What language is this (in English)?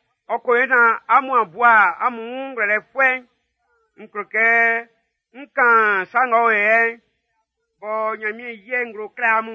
Baoulé